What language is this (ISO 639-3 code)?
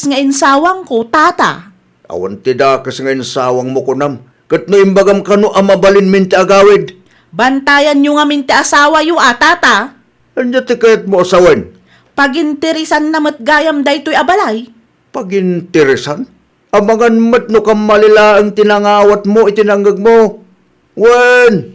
ilo